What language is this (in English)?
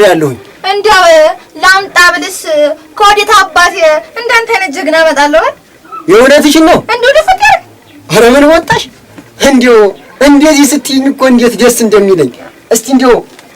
Amharic